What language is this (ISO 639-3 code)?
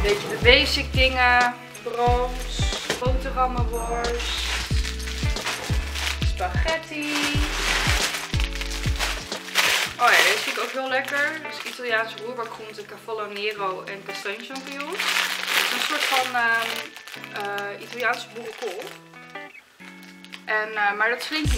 nld